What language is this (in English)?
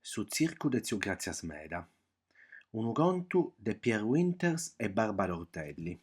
Sardinian